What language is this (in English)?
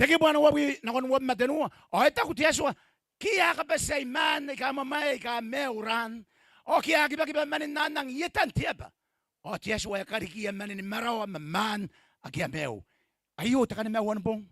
Gilbertese